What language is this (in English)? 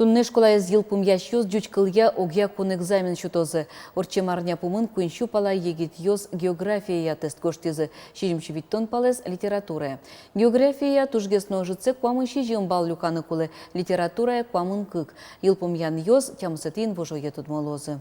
Udmurt